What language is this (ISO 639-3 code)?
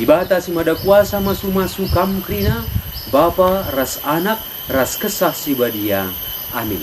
btx